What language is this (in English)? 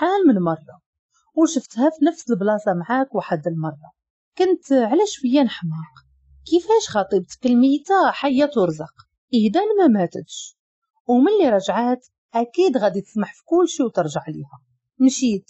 Moroccan Arabic